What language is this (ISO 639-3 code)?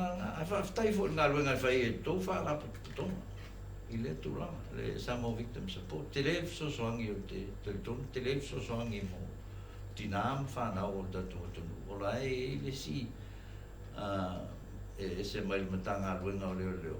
smo